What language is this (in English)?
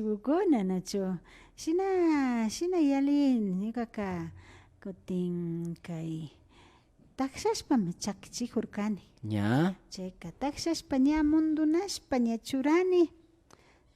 Imbabura Highland Quichua